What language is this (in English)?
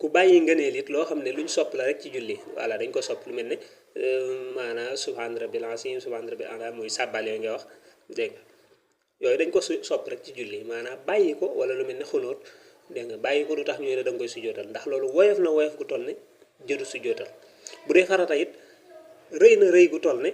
Wolof